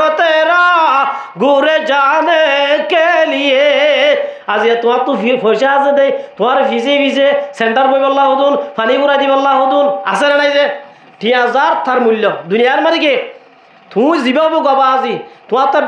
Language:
Rohingya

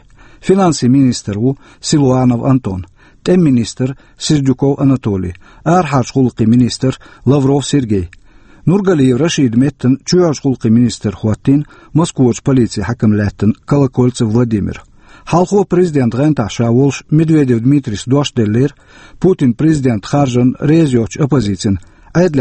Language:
Chechen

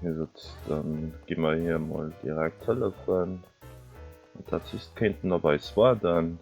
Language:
Luxembourgish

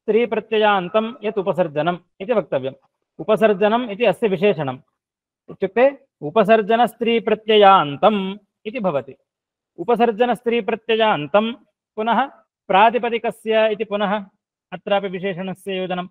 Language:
Sanskrit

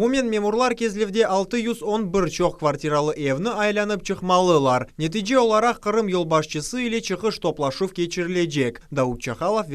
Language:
Crimean Tatar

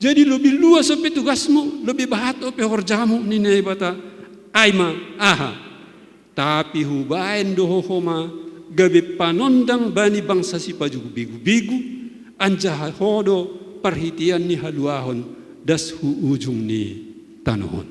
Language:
Batak Simalungun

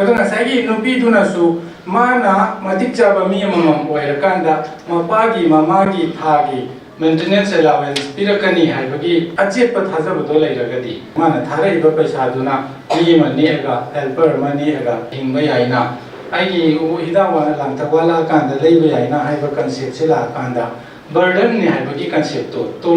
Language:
Manipuri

